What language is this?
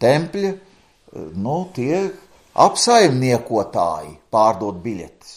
Latvian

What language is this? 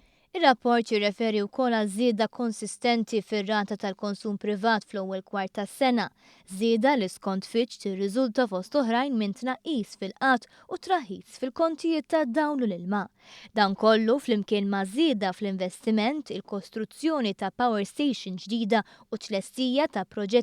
Maltese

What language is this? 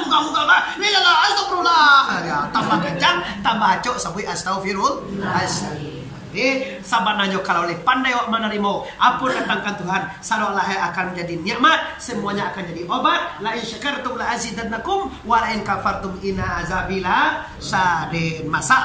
Minangkabau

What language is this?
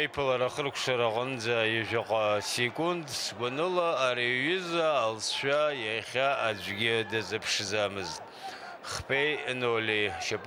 Abkhazian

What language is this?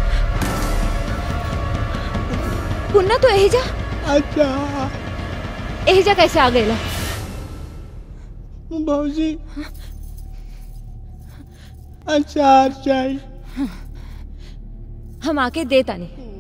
Bhojpuri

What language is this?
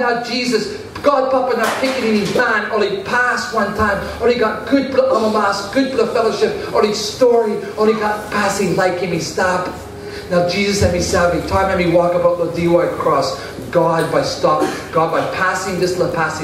Tok Pisin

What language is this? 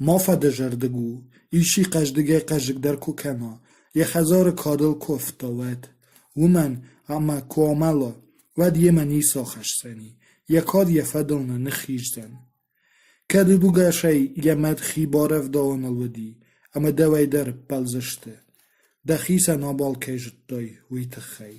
Ossetic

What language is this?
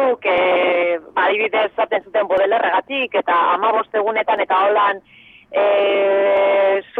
Basque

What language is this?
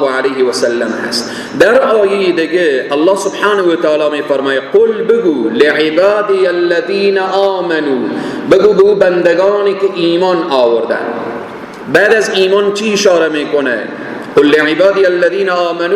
Persian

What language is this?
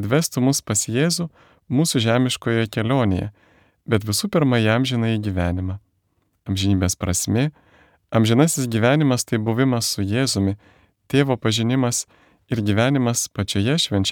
Lithuanian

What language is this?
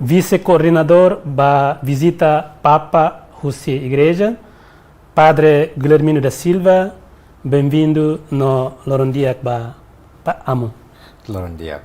Tetum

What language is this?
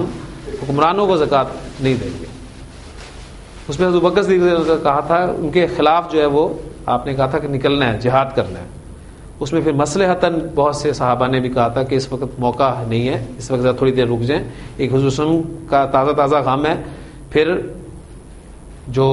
Urdu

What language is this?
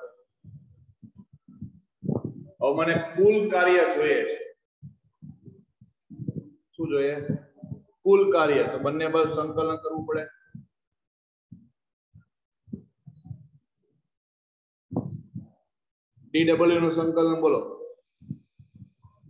Gujarati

